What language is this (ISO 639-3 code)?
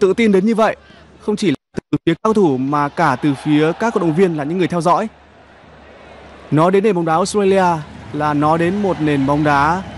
vie